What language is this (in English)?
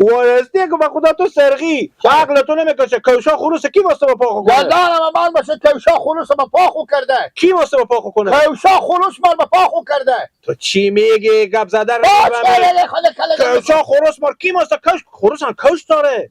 Hazaragi